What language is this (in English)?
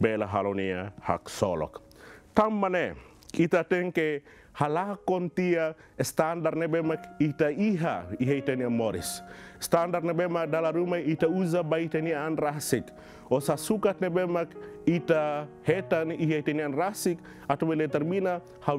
Tetum